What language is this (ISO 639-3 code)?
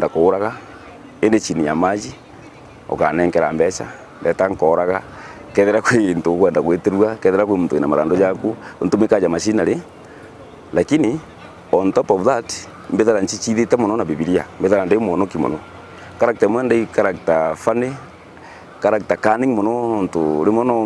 mer